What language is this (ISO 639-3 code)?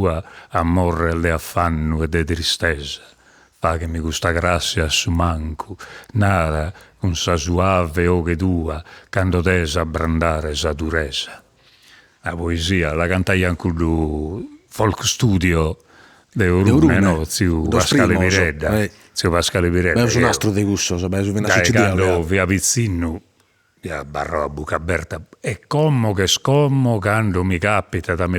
srd